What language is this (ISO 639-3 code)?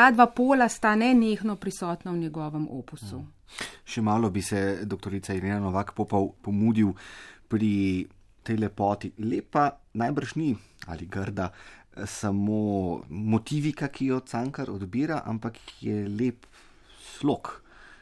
slv